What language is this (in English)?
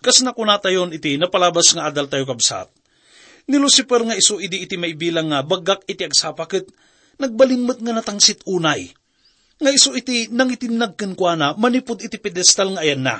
Iloko